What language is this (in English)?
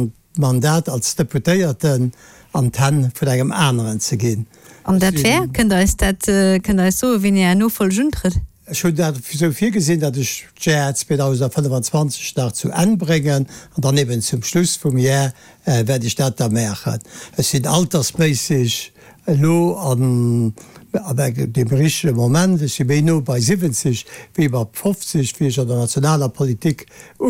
Luxembourgish